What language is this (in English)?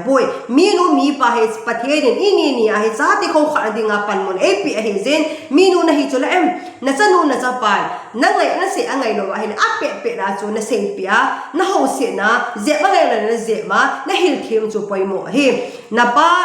Thado Chin